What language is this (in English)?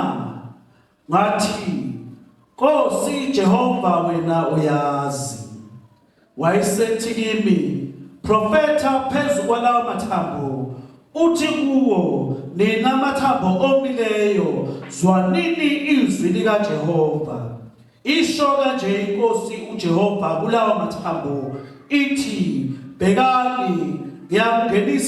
Zulu